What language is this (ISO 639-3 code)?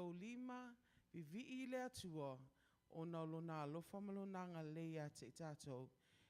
smo